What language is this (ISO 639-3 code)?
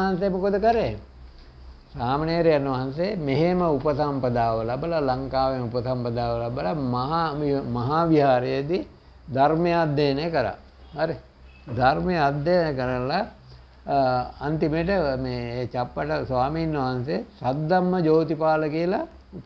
sin